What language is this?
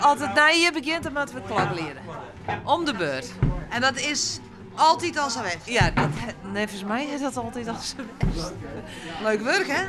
Western Frisian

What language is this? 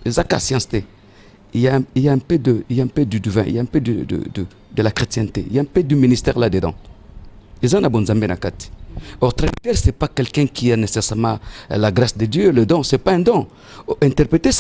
Lingala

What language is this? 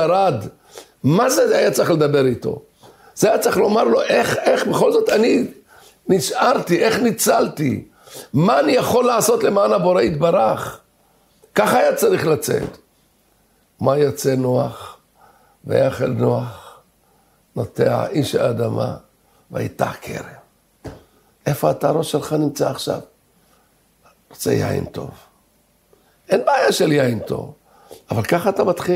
Hebrew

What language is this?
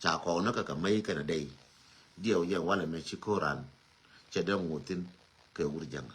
Nuer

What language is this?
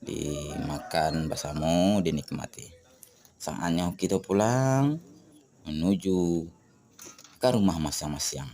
Minangkabau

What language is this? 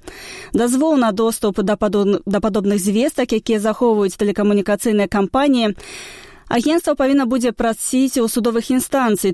Belarusian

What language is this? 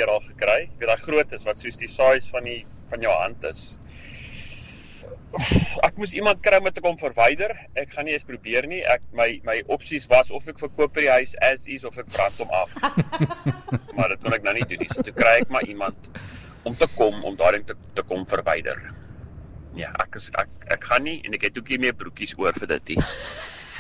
Afrikaans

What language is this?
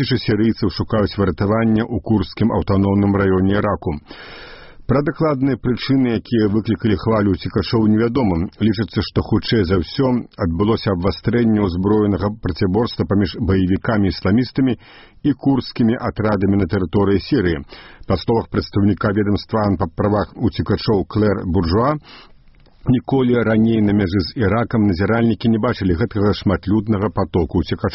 Belarusian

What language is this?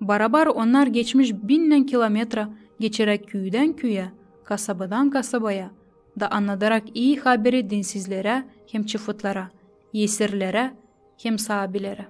Gagauz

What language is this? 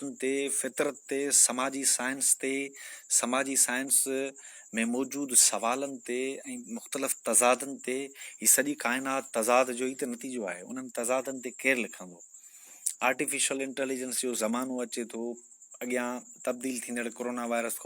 Sindhi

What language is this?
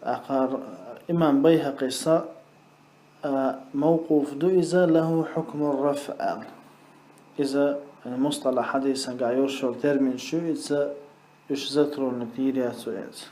Chechen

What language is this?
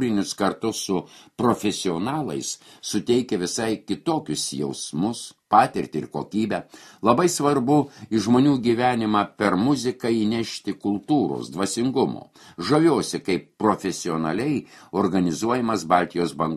Lithuanian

